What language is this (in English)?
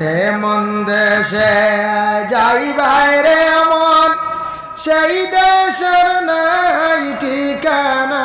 Sylheti